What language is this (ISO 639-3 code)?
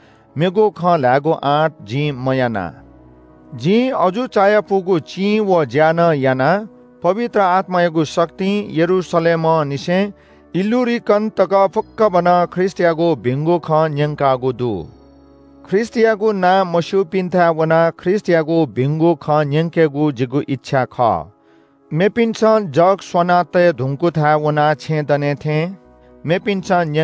new